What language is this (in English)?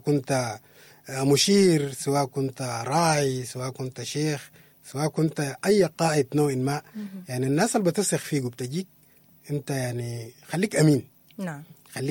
Sudanese Arabic